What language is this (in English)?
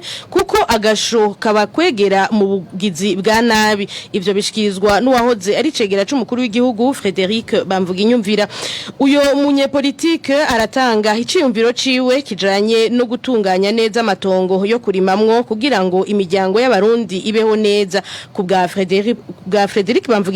Rundi